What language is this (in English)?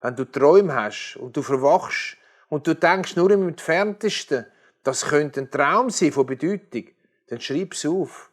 Swiss German